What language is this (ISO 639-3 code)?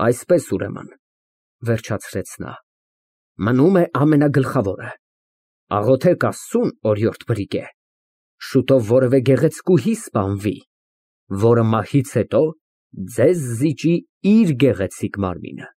hye